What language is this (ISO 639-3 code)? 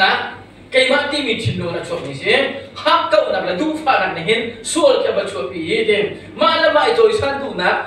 cnh